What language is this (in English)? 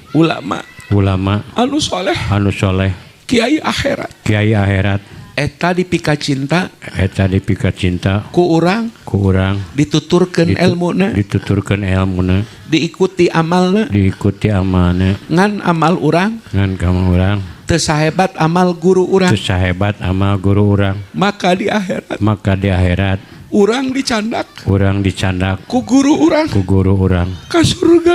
Sundanese